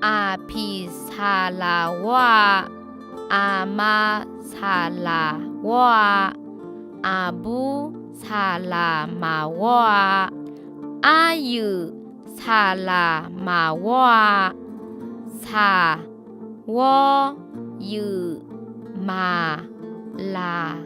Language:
Akha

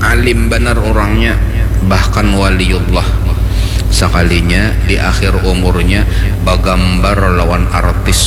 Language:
Banjar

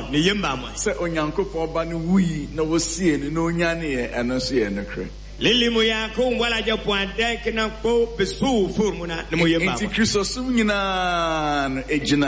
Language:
Akan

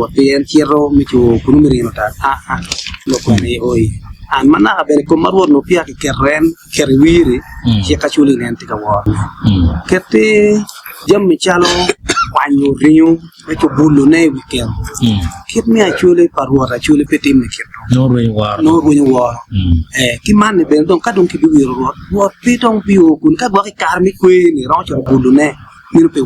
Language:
Acoli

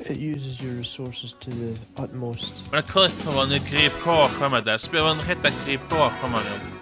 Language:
Welsh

